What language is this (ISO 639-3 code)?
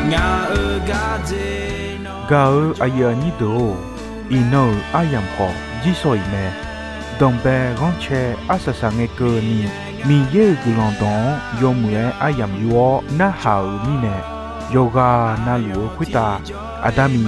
ahk